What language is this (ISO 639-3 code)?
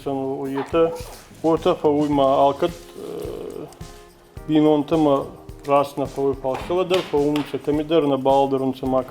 oss